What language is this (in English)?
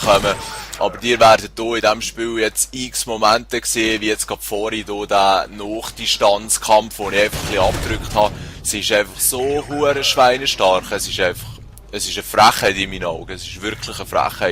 Swiss German